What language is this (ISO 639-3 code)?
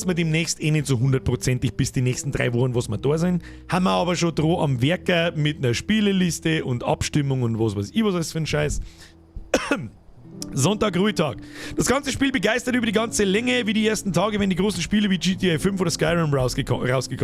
bar